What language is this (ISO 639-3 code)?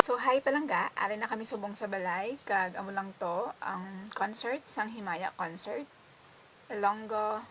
hil